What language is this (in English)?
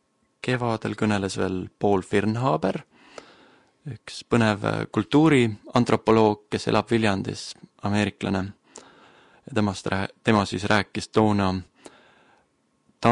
Estonian